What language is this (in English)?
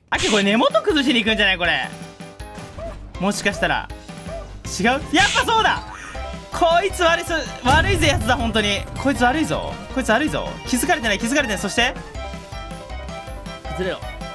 Japanese